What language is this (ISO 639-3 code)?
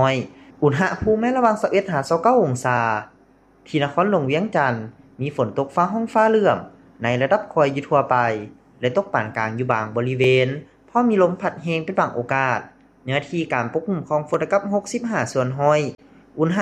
lao